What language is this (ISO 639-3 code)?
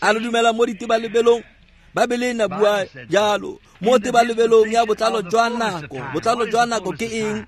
tsn